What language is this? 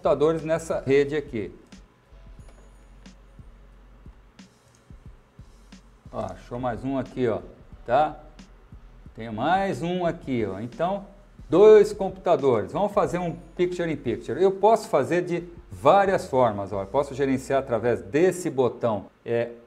Portuguese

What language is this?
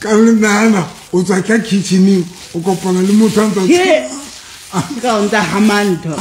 Southern Sotho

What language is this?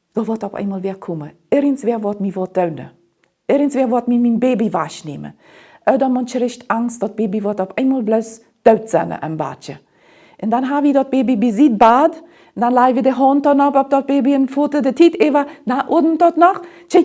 Plautdietsch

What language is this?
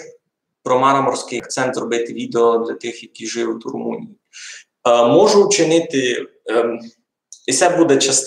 Rusyn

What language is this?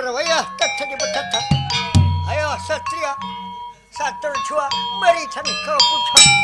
Banjar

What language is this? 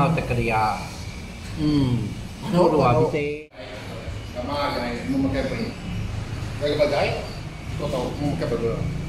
Iban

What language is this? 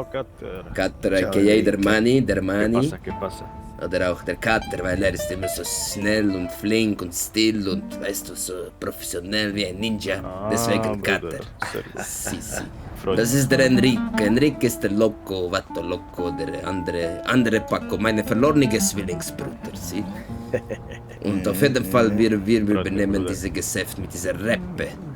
Swiss German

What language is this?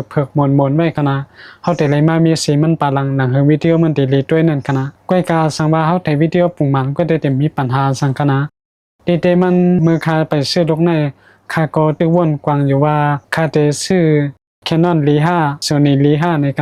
Shan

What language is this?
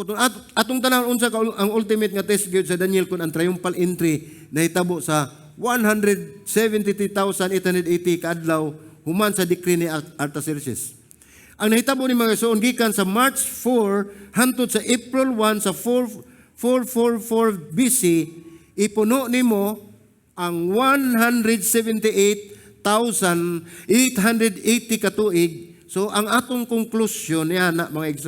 Cebuano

